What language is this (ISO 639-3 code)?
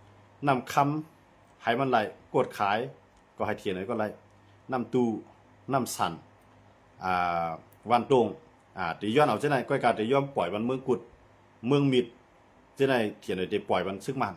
shn